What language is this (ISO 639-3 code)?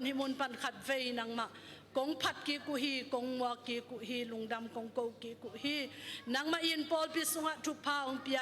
ctd